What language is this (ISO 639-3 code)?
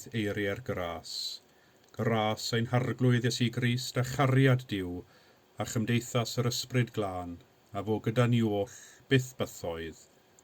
cym